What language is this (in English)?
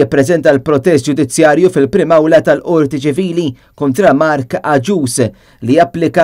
Maltese